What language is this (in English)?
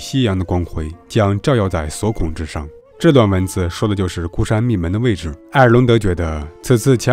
Chinese